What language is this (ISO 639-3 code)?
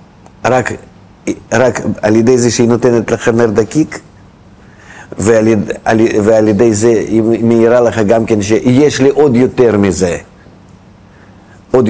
heb